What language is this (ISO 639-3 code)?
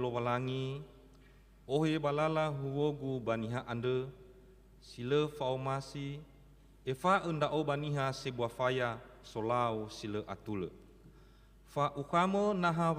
nia